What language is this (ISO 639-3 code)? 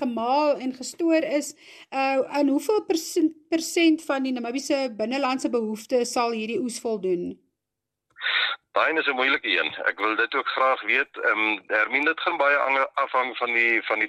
afr